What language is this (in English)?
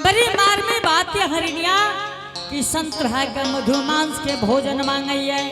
Angika